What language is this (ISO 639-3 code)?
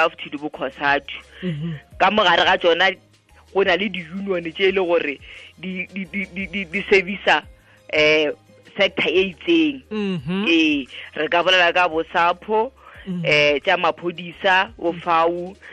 tsn